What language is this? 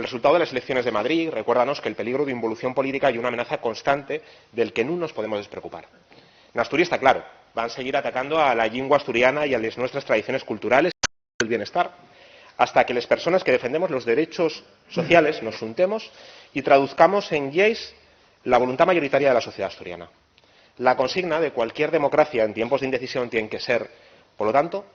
Asturian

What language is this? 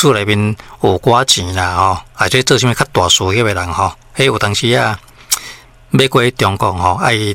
Min Nan Chinese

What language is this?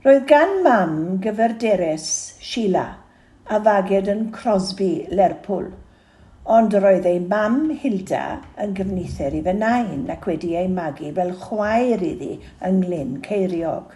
Welsh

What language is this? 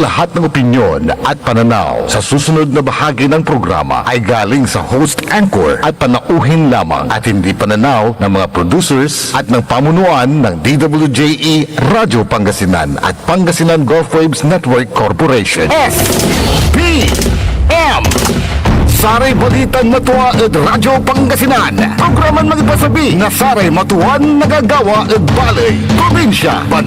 Pangasinan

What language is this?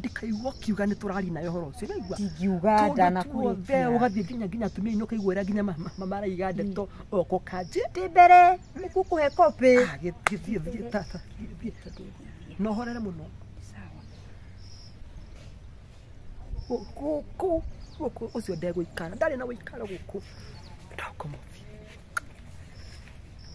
Kikuyu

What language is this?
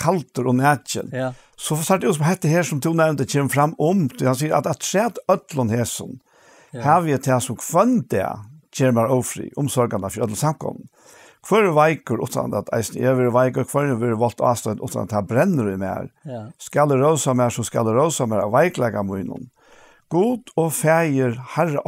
Faroese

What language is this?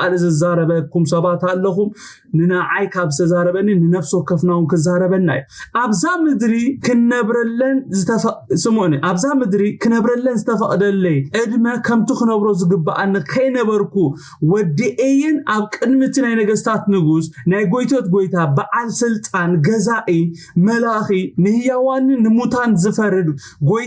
Tigrinya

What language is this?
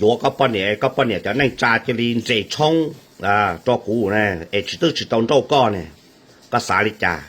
Hmong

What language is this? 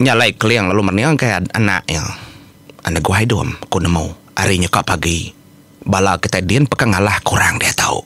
Iban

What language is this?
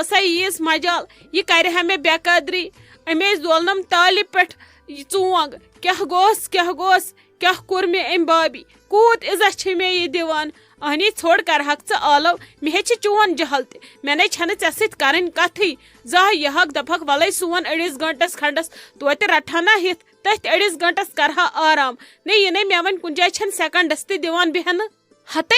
Kashmiri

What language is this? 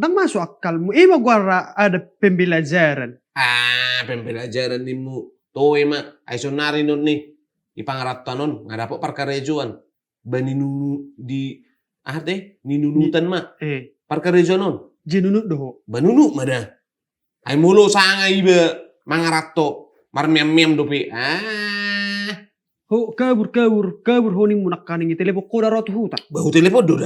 Batak Toba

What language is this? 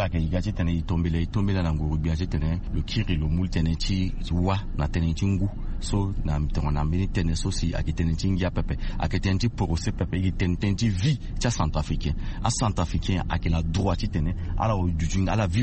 Sango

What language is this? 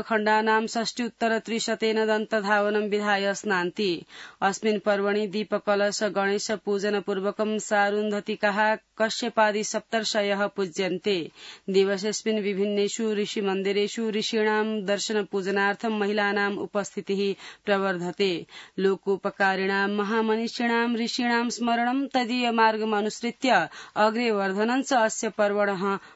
Sanskrit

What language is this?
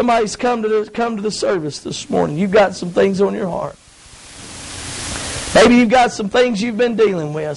English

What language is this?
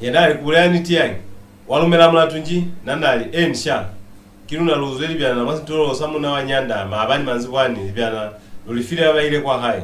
Lozi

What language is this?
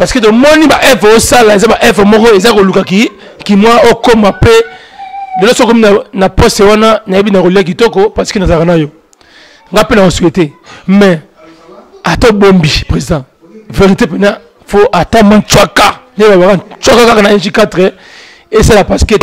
Lingala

